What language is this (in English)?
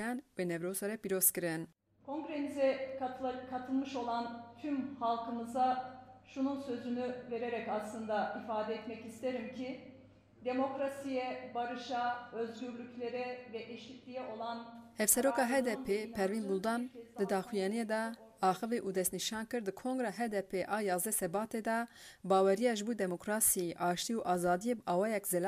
Kurdish